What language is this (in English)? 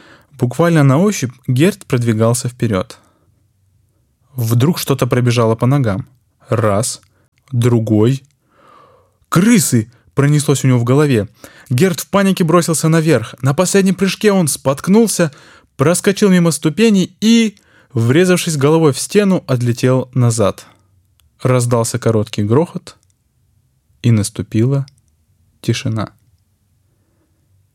Russian